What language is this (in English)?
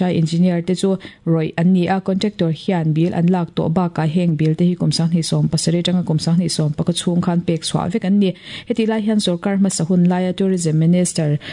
Mizo